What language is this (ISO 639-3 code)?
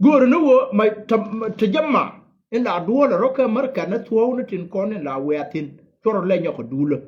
nus